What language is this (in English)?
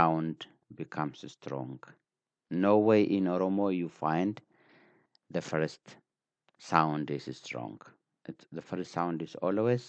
English